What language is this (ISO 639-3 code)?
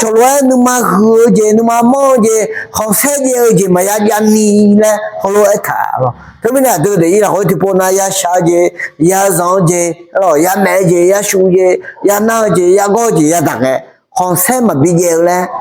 ahk